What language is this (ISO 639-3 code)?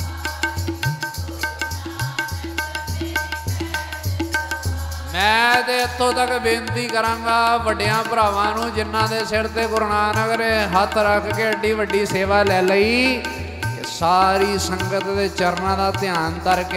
pan